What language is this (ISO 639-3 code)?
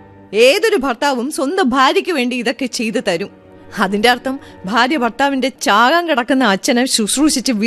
mal